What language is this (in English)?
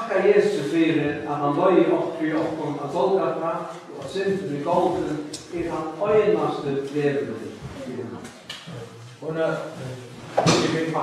Faroese